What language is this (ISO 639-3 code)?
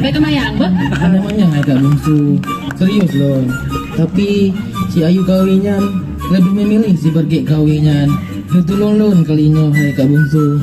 ace